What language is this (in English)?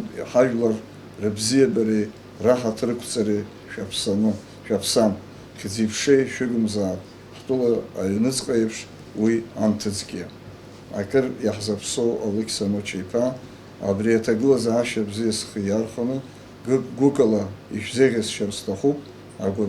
Abkhazian